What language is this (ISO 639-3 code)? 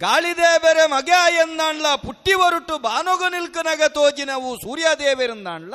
tcy